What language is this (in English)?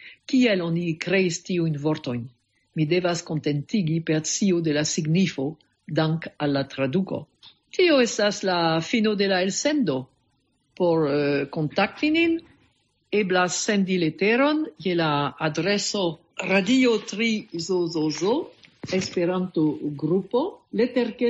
Esperanto